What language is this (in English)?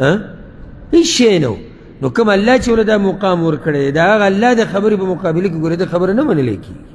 Pashto